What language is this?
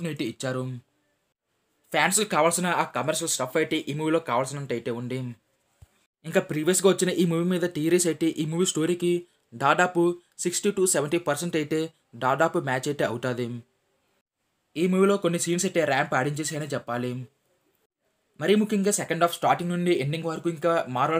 Telugu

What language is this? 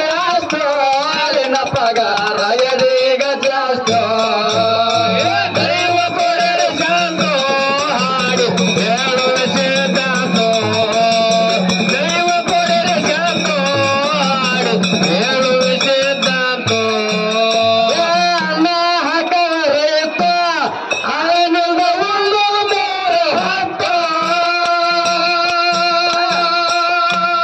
Kannada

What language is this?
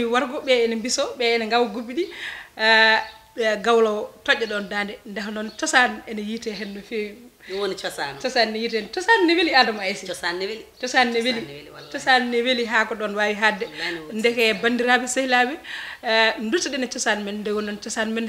Fula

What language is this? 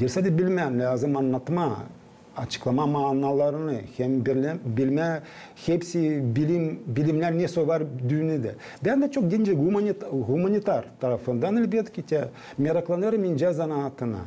Gagauz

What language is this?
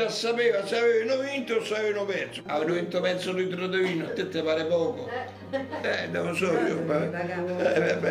Italian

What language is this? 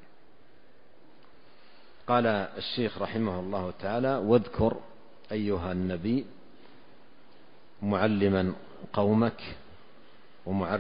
Arabic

